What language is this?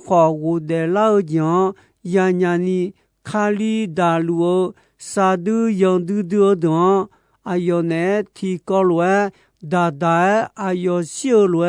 Akha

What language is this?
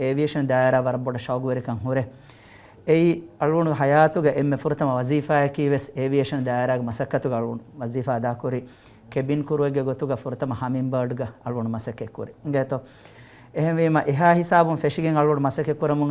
Divehi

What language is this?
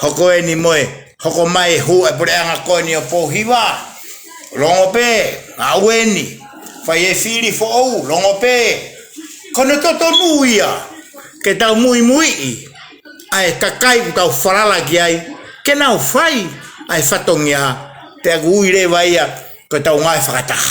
Tongan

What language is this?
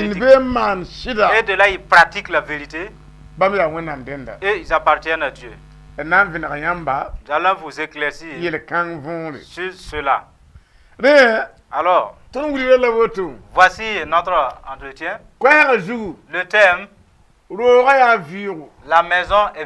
Mossi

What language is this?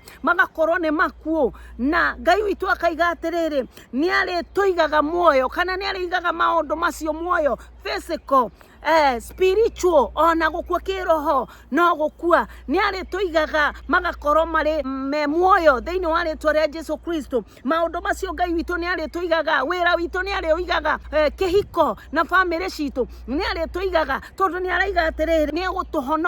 Kikuyu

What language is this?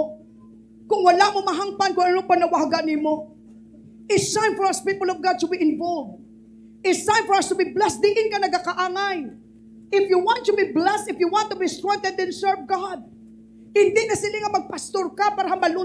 Hiligaynon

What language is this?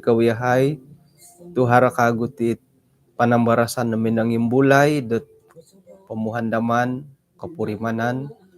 Central Dusun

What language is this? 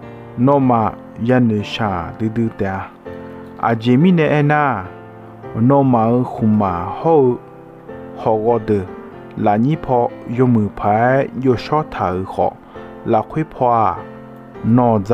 Akha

